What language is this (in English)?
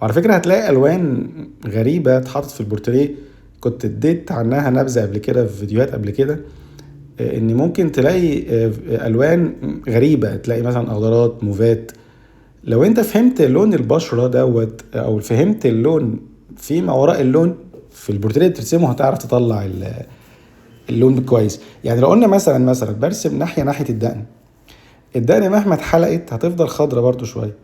Egyptian Arabic